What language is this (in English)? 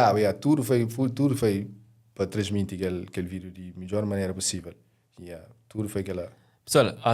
Kabuverdianu